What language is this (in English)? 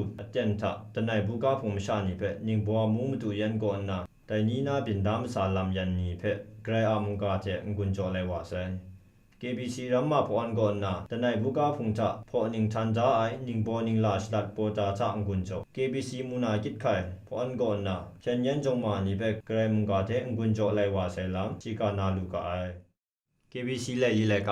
Kachin